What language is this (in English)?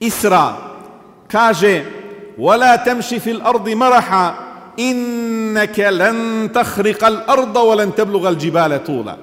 Bosnian